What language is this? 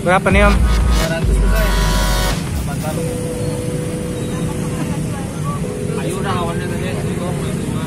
Banjar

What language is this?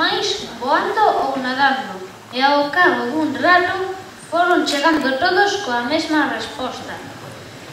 Galician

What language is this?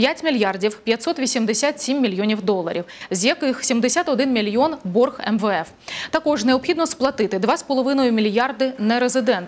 Ukrainian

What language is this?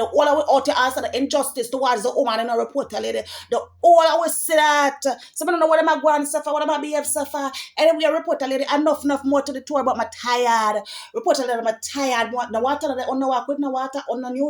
Jamaican Creole English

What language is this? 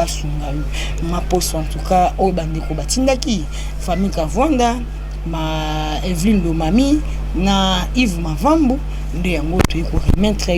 Lingala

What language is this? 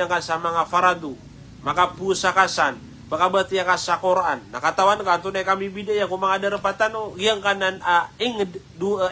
Maranao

